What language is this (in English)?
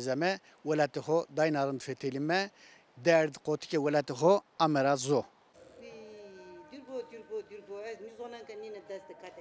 Zaza